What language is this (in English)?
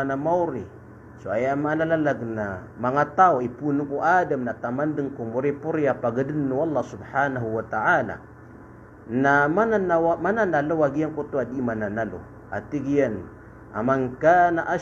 Maranao